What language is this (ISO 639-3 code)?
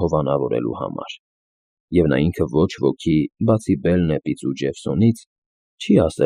hye